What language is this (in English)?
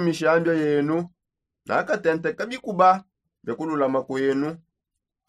Songe